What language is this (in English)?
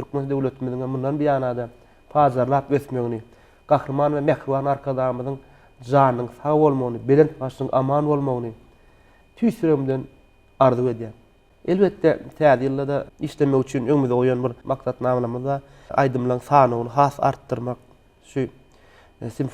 Turkmen